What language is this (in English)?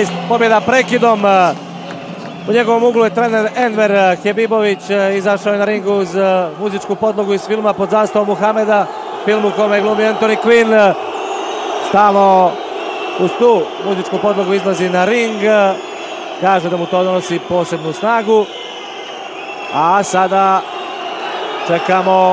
Serbian